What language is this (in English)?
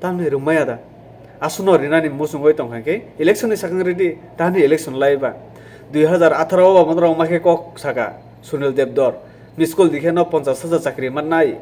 Kok Borok